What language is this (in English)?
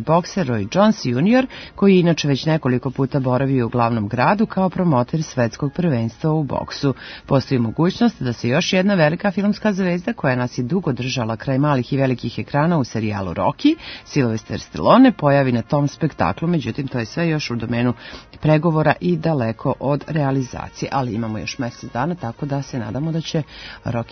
Serbian